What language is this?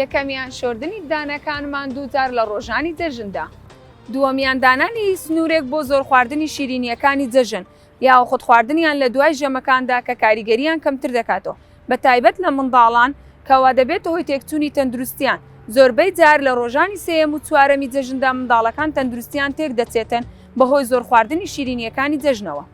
Central Kurdish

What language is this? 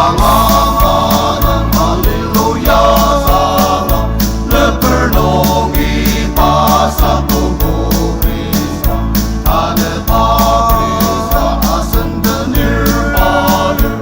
Ao Naga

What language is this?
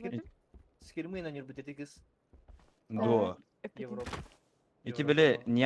Yakut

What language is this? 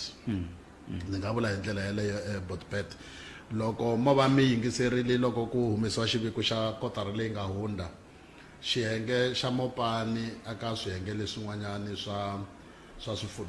Tsonga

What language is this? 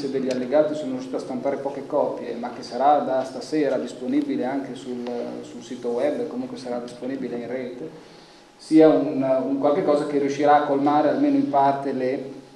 Italian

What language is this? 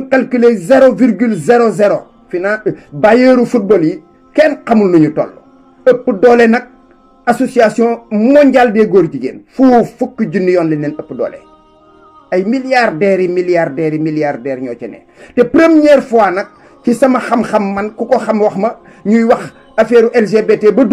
Wolof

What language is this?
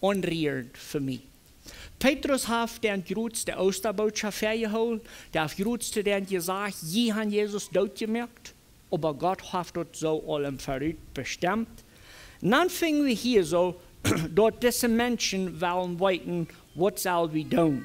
Plautdietsch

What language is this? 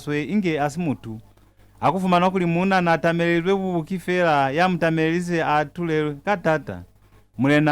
Lozi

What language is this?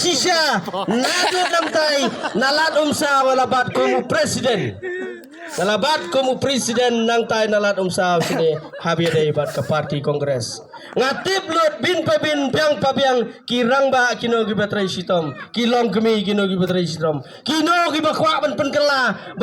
Khasi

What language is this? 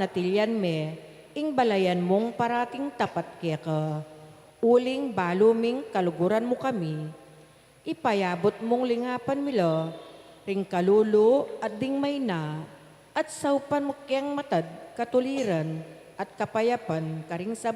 Pampanga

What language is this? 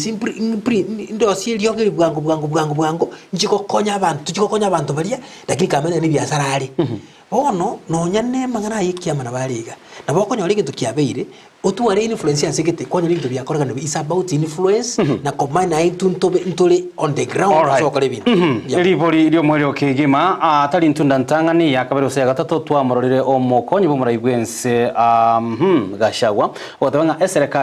Gusii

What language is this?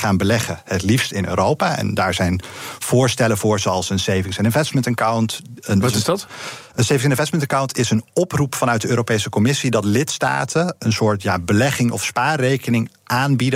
Dutch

